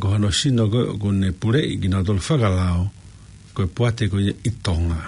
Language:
Tongan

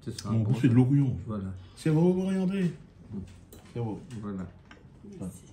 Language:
Réunion Creole French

